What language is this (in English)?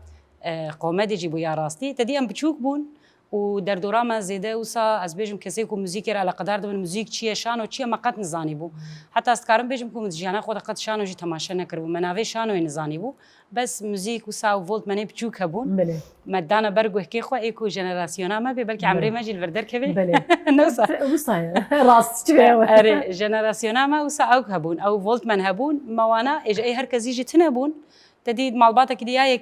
Kurdish